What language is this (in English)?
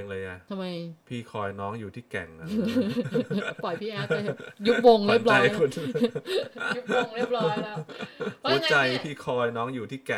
Thai